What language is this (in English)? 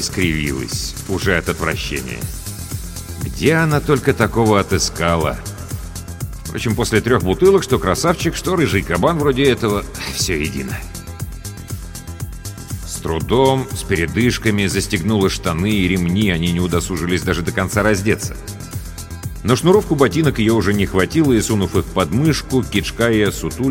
Russian